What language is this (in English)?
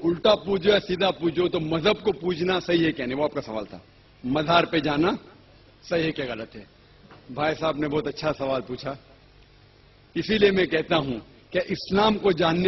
Urdu